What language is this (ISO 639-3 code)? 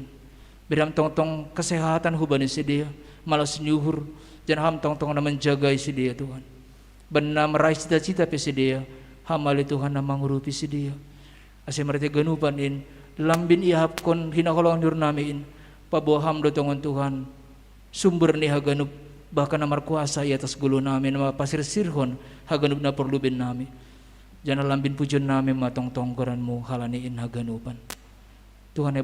bts